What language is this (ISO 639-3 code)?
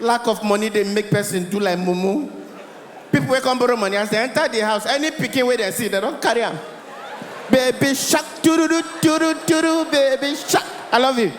pcm